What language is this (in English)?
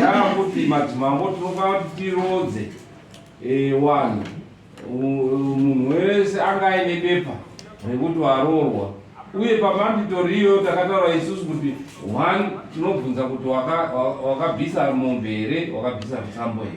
Shona